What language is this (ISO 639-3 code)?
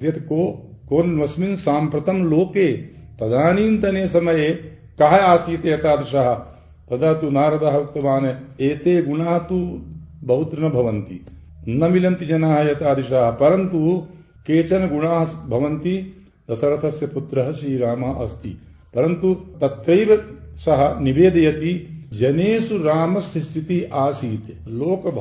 san